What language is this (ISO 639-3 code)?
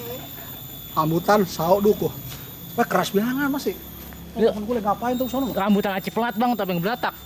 bew